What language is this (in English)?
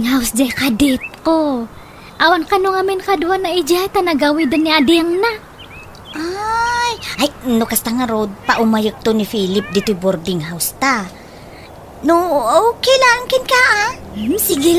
Iloko